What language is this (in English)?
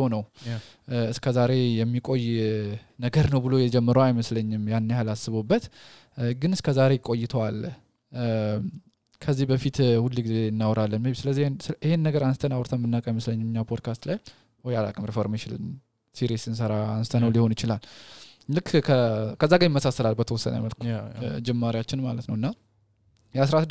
Amharic